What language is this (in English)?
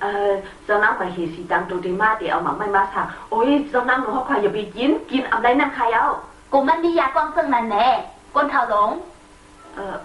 Shan